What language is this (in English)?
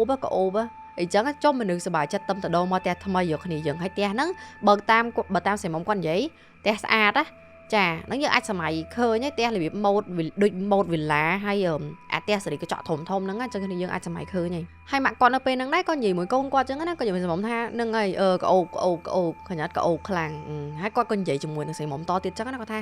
Khmer